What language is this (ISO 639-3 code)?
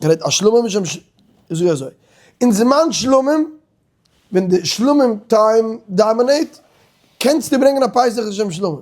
yid